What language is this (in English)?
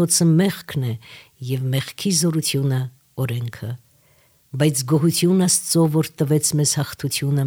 Armenian